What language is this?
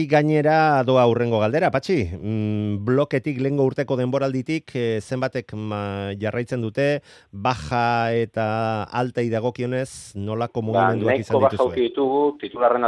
Basque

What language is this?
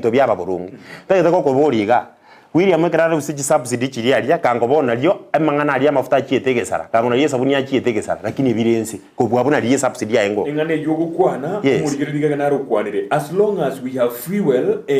Gusii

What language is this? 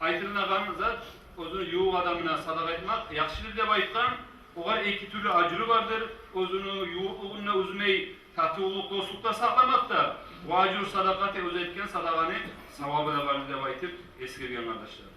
Kumyk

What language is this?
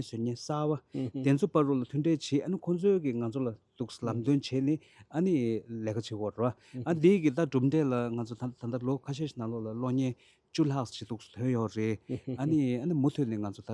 Tibetan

